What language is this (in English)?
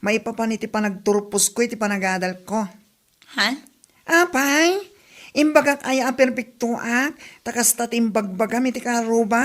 Iloko